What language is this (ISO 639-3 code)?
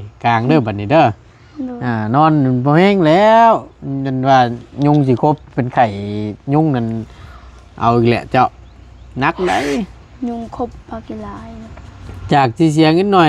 tts